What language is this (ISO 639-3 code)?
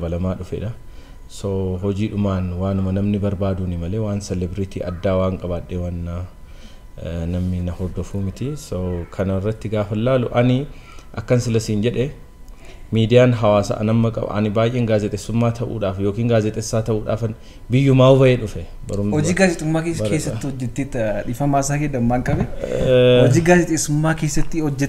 orm